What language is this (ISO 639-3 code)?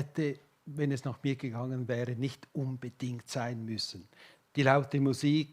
gsw